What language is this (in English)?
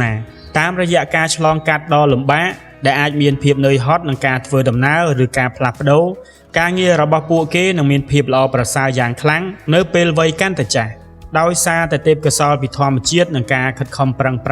Khmer